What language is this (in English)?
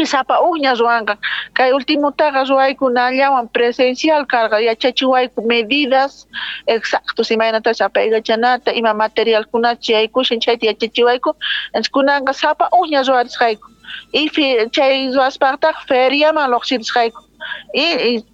Quechua